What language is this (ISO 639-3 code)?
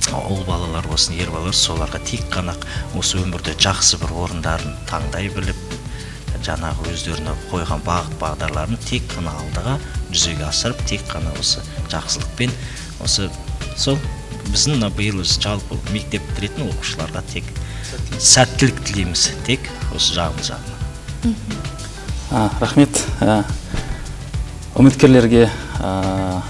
kaz